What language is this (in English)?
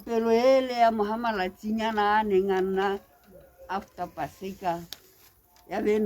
Tswana